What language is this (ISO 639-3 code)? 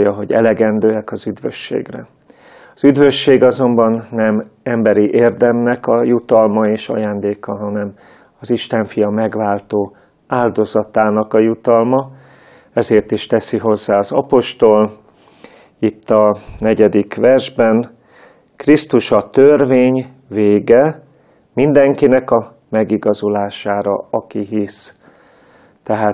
hun